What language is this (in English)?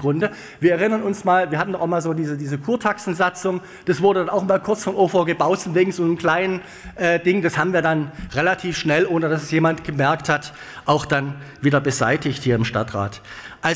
German